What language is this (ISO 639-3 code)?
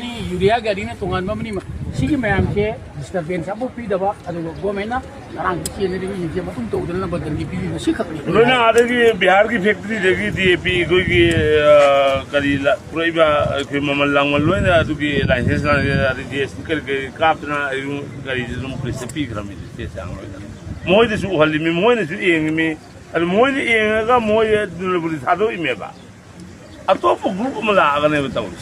mni